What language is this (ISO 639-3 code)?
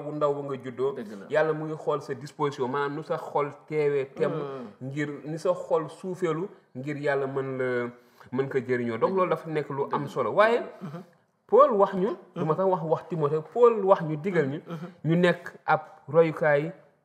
wol